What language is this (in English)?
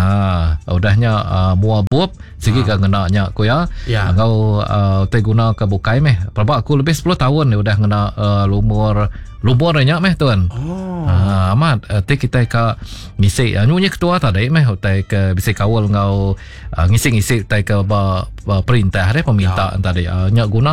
Iban